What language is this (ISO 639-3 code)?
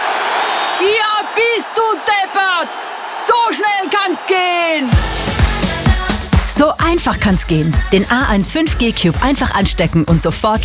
deu